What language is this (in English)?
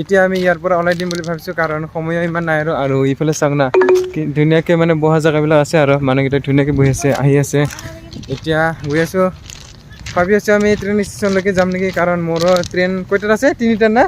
Assamese